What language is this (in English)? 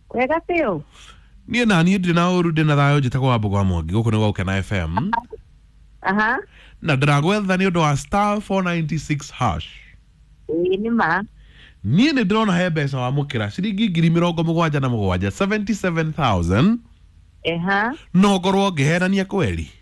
Kikuyu